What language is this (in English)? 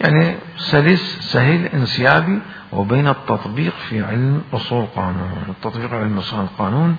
Mesopotamian Arabic